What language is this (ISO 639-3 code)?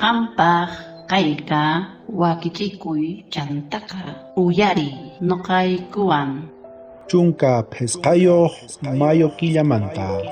quh